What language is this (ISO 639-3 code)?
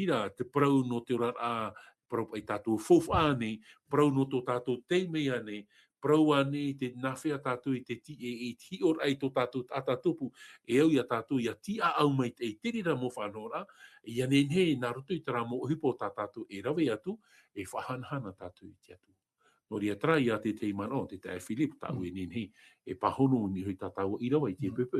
tah